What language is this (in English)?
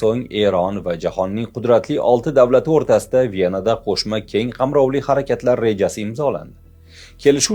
Uzbek